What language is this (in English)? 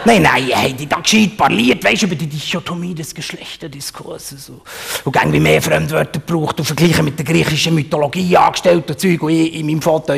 Swiss German